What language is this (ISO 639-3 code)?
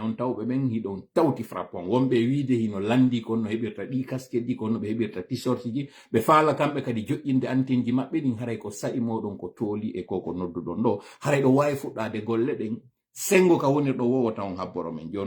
ful